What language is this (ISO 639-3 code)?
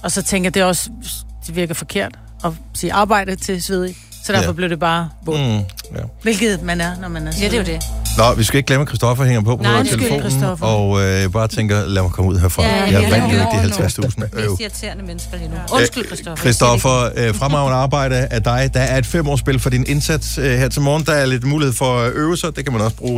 dan